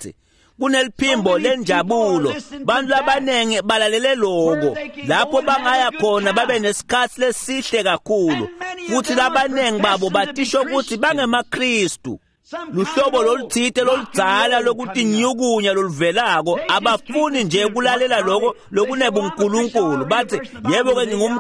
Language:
Swati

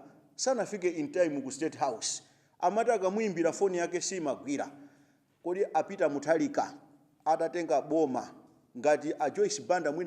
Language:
Nyanja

